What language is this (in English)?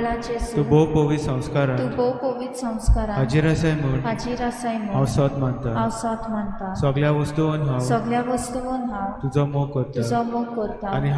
Konkani